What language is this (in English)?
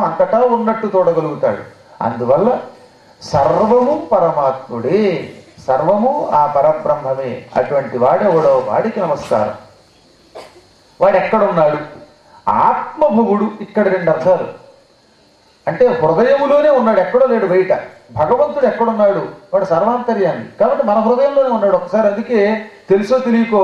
Telugu